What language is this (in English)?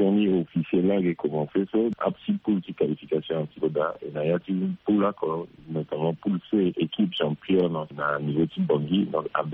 Sango